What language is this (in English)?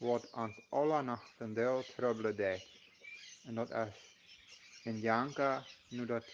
Plautdietsch